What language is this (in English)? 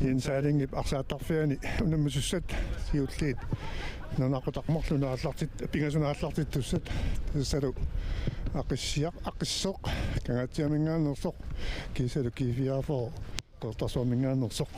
Kalaallisut